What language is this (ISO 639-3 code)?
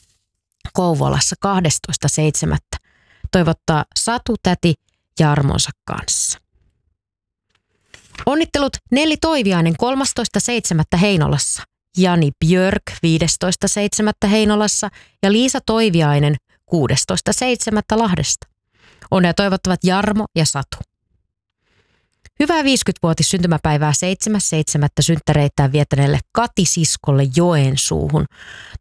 fin